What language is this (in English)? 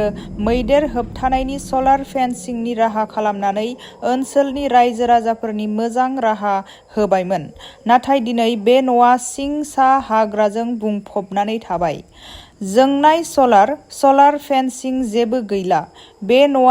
Bodo